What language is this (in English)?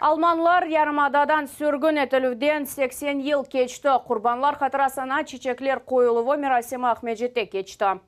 Crimean Tatar